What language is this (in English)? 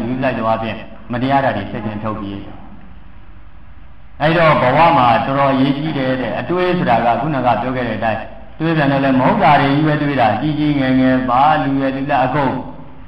Burmese